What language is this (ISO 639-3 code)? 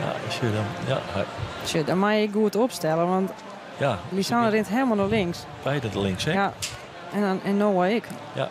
fry